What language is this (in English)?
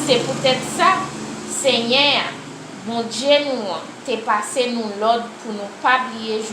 Haitian Creole